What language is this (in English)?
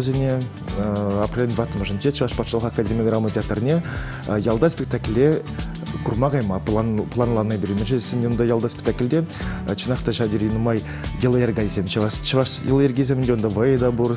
Chuvash